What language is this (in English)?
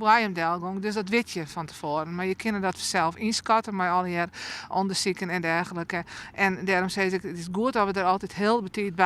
Western Frisian